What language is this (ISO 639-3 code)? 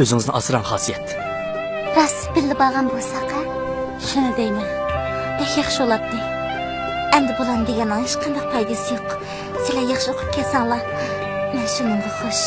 uig